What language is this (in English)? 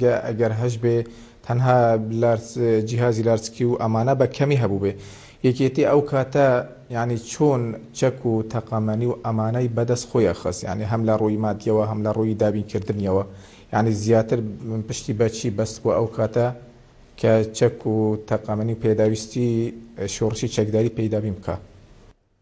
Central Kurdish